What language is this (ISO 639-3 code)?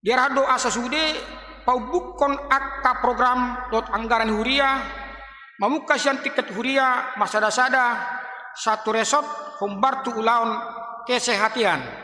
bbc